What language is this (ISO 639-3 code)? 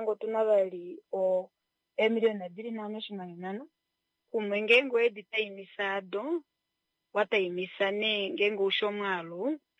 kua